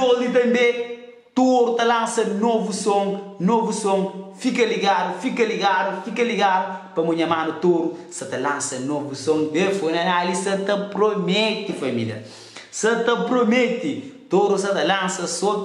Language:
Kabuverdianu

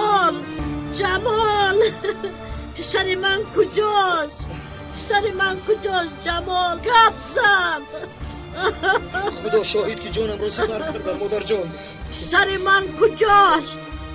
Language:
Tajik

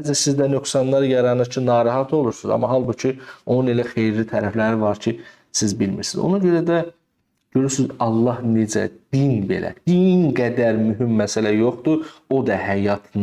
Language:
Azerbaijani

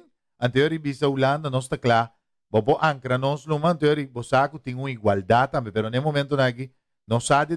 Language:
Papiamento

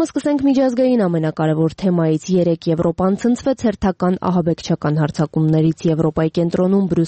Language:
Armenian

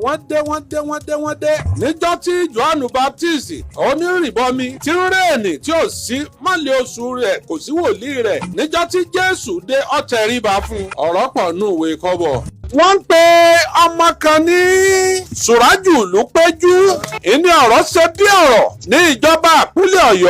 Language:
Yoruba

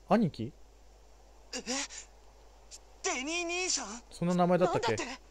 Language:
Japanese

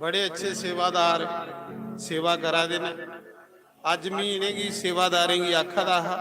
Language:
Dogri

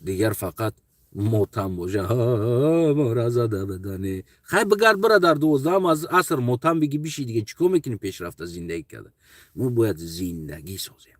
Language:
Tajik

